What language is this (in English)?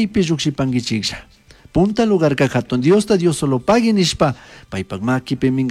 Chimborazo Highland Quichua